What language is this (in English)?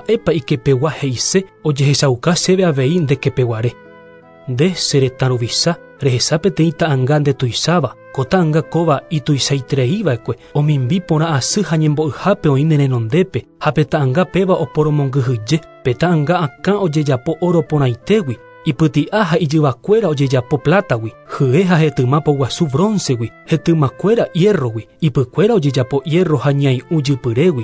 Guarani